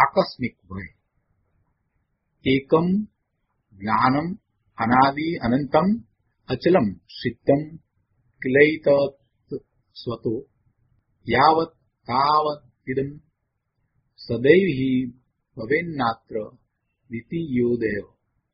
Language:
Gujarati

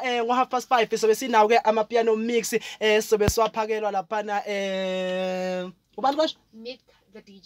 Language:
Zulu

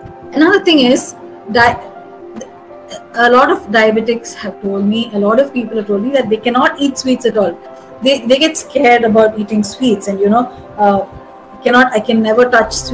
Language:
English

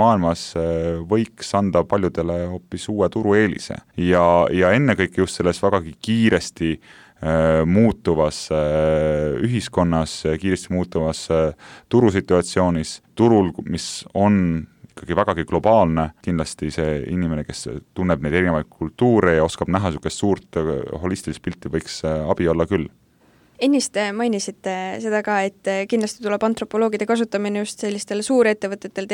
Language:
Estonian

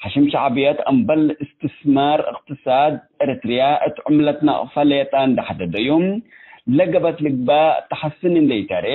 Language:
Tigre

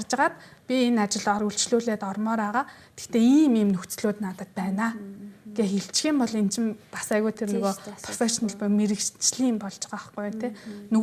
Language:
Mongolian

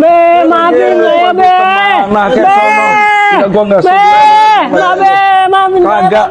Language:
Betawi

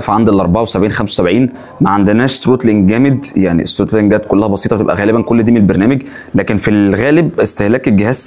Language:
Egyptian Arabic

